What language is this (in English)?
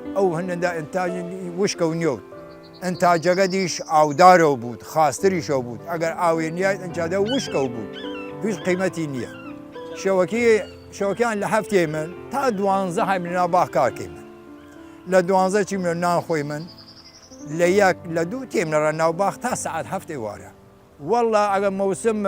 Southern Kurdish